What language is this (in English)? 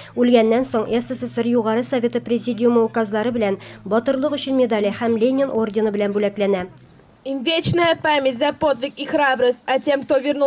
Tatar